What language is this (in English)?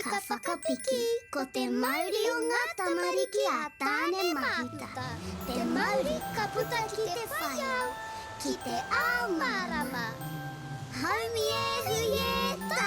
Māori